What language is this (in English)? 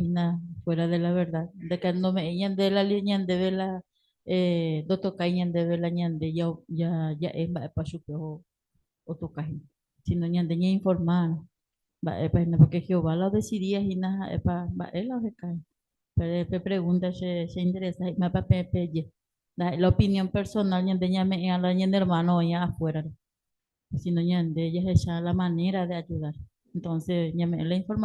Guarani